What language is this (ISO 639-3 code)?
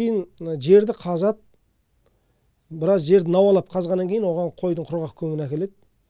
kaz